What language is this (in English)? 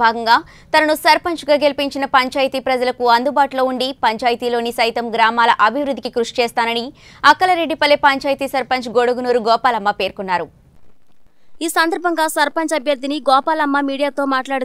Telugu